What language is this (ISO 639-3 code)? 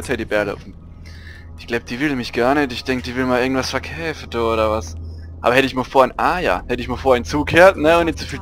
pfl